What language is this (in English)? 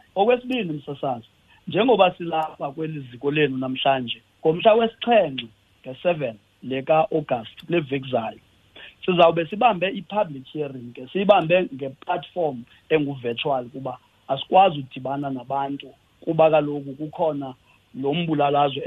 Xhosa